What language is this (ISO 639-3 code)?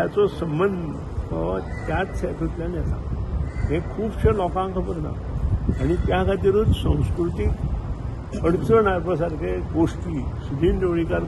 kok